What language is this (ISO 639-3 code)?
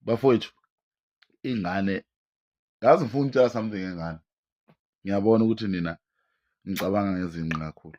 zul